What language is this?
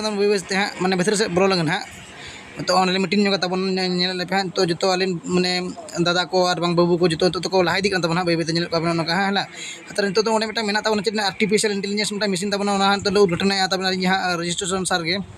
Santali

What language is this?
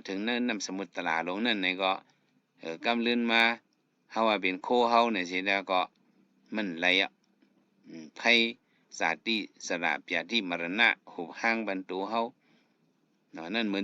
Shan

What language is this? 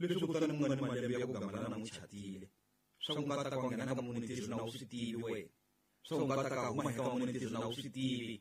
Tsonga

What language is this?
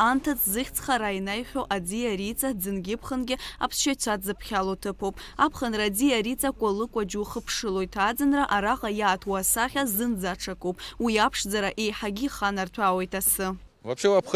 Abkhazian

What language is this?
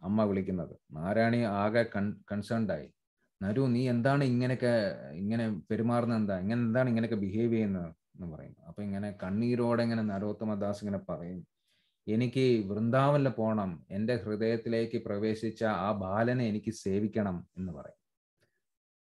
Malayalam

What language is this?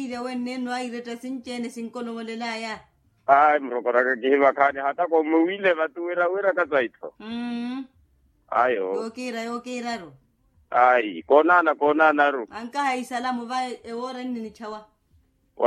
Makhuwa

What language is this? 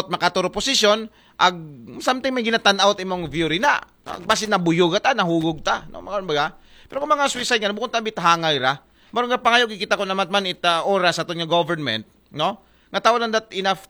Aklanon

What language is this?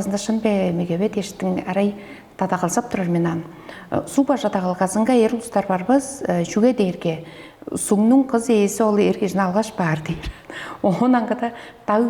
Tuvinian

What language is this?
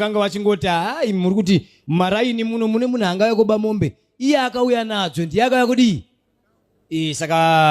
Shona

